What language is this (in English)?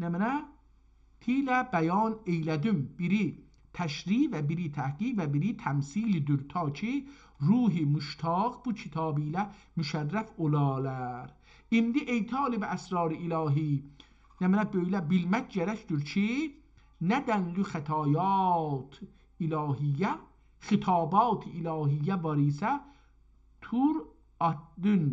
South Azerbaijani